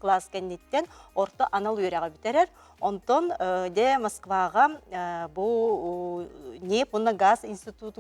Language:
Yakut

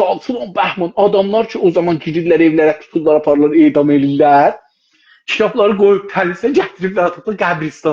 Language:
South Azerbaijani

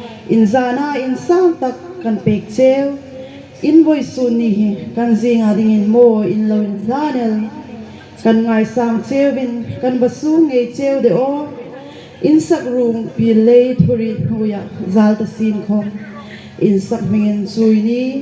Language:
Hmar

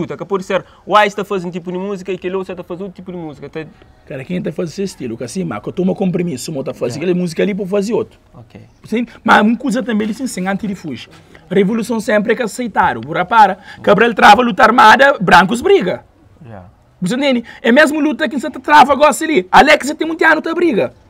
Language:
Kabuverdianu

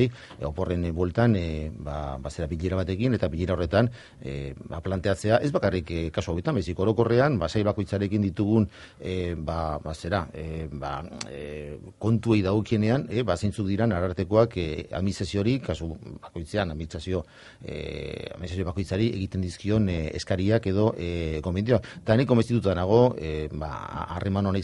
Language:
Basque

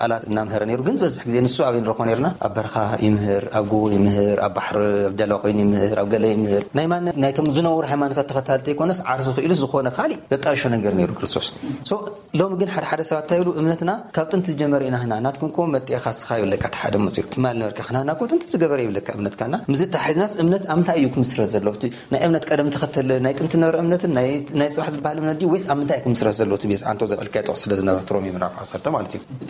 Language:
Tigrinya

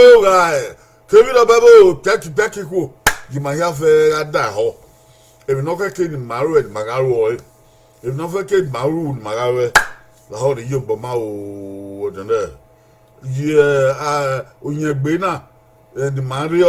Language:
Bini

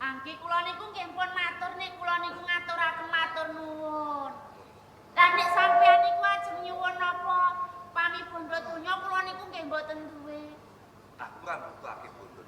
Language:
Javanese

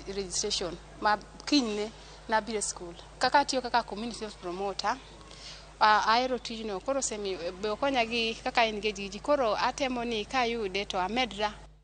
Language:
Luo (Kenya and Tanzania)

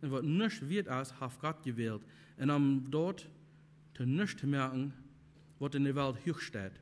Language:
Plautdietsch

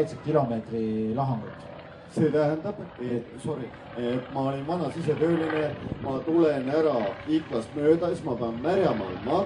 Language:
Estonian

